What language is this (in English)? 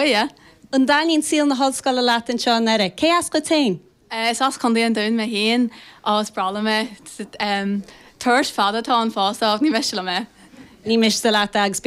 Irish